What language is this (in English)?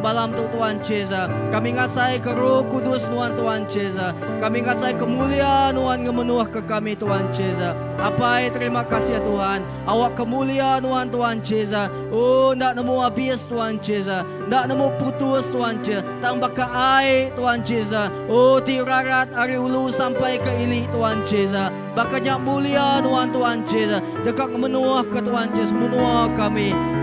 Iban